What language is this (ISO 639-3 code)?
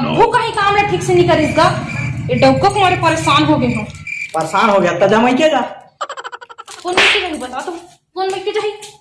hne